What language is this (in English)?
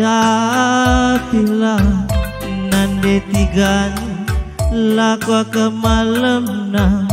Batak Karo